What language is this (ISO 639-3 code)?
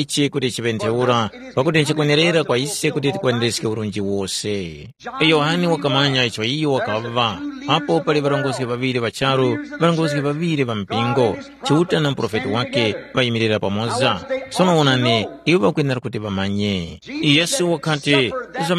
tum